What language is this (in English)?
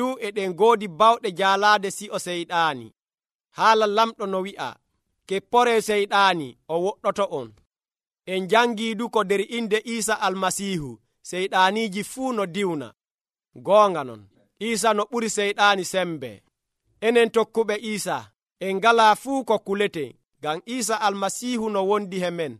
Nigerian Fulfulde